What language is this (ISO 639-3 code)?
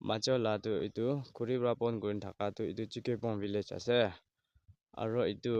nag